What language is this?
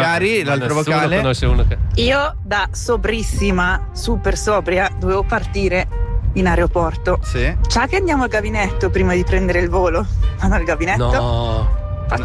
Italian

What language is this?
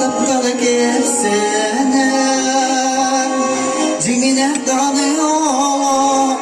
Yakut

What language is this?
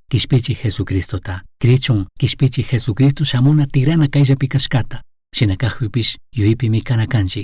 Chimborazo Highland Quichua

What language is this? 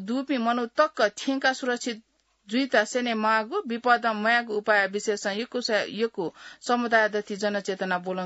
Newari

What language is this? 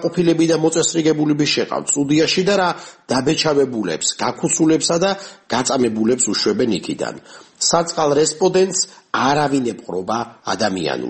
Georgian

